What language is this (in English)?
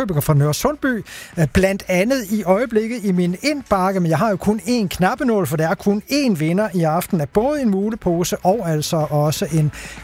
Danish